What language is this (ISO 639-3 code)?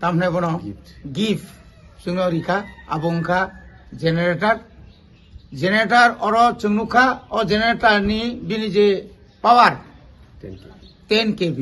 trp